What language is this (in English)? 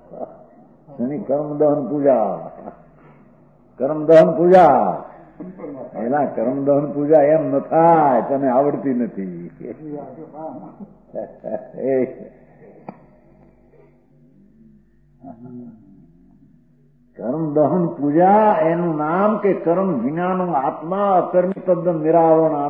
Gujarati